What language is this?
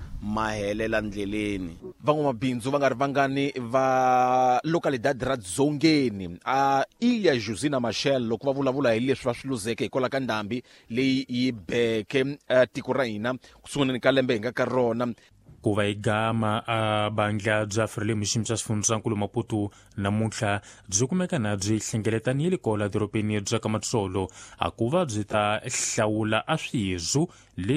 Tsonga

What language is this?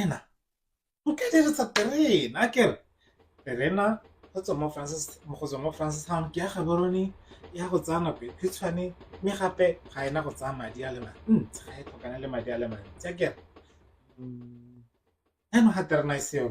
Tswana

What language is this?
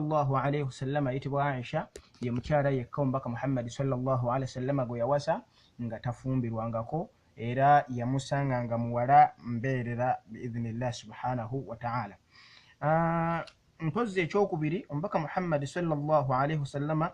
Ganda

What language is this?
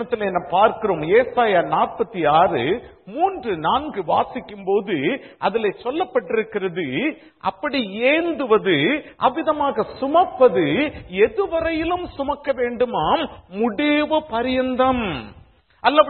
Tamil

